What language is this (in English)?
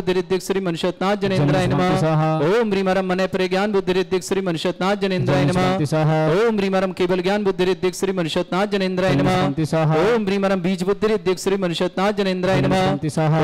Hindi